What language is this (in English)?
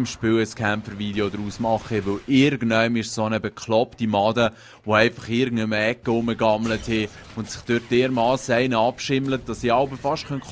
Swiss German